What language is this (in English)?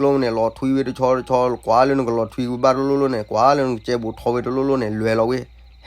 S'gaw Karen